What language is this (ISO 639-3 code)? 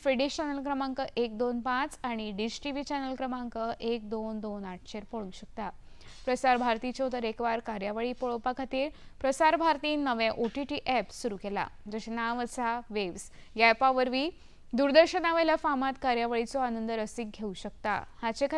kok